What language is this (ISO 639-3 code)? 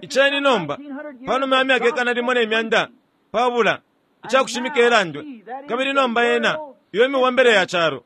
bem